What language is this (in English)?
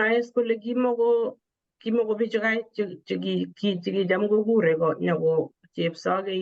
Kalenjin